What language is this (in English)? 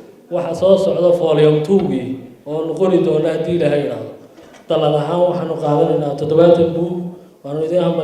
Somali